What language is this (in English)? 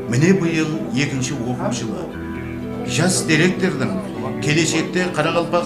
Kara-Kalpak